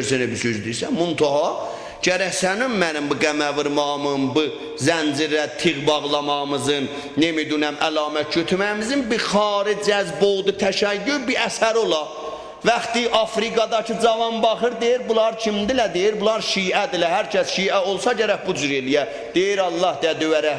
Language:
South Azerbaijani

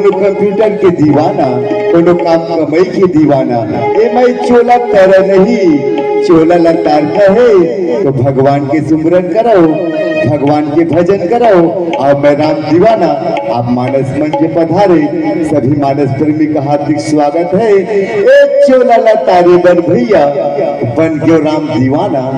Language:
Chhattisgarhi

